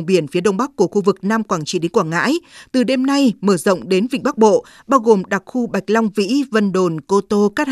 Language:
Vietnamese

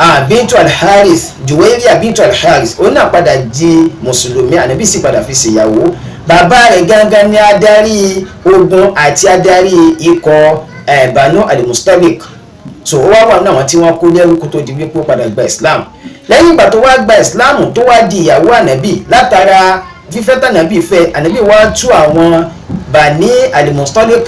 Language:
Yoruba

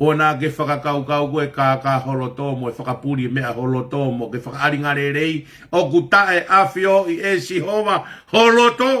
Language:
Tongan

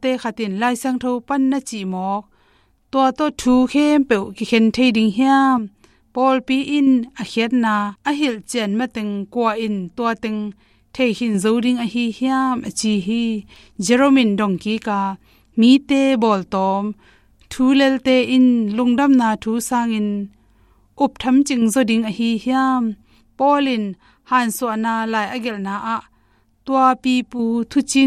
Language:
Tedim Chin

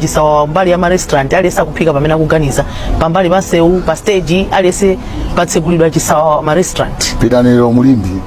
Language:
Nyanja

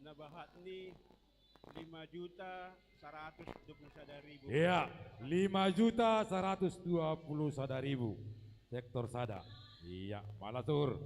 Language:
Batak Simalungun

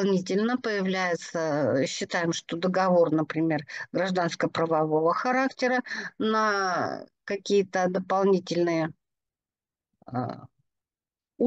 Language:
Russian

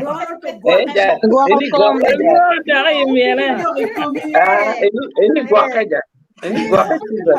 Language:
Acoli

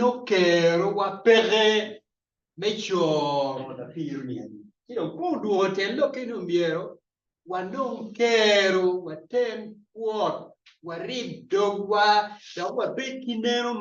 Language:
Acoli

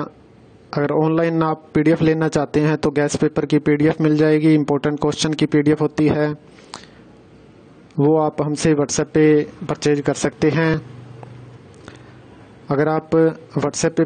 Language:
Hindi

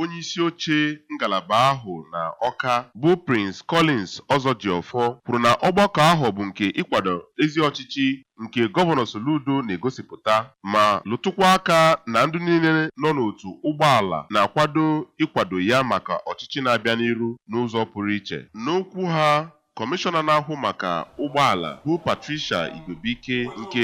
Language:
Igbo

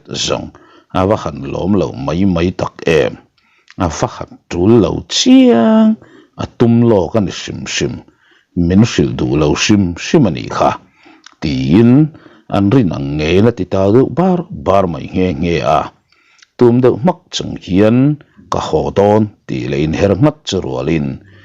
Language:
Mizo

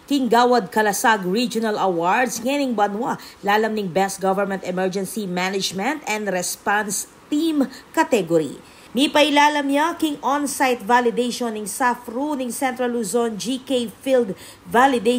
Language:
Pampanga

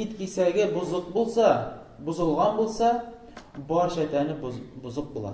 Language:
Tatar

